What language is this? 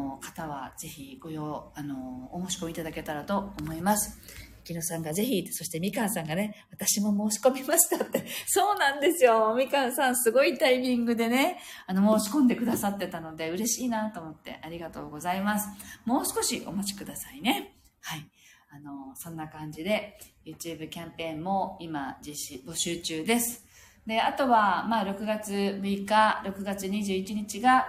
Japanese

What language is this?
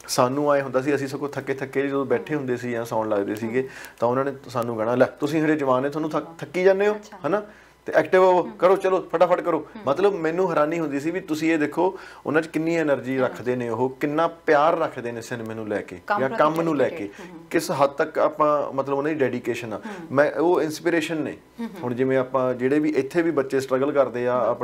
Punjabi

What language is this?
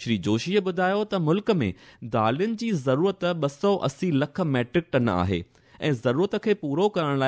Sindhi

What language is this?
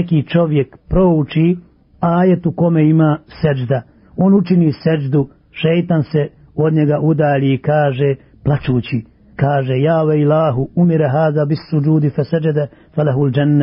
Bosnian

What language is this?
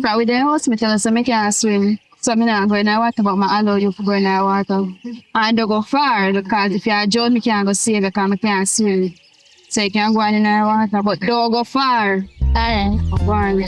Jamaican Creole English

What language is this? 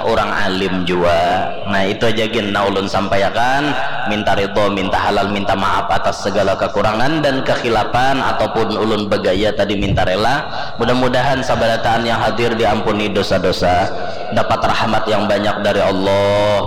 Banjar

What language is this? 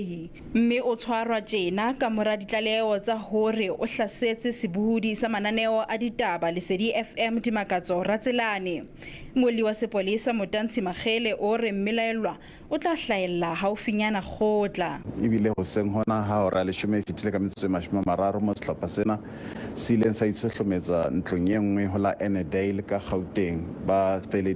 Southern Sotho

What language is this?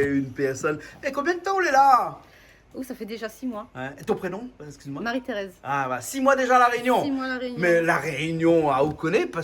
Réunion Creole French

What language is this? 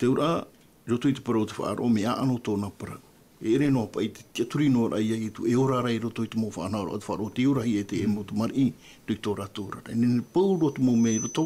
Tahitian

